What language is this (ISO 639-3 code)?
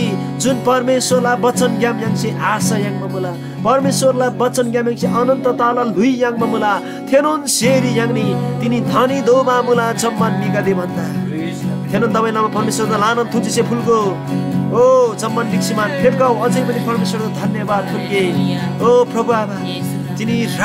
taj